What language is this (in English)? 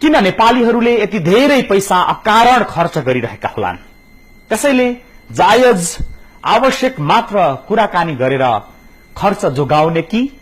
Nepali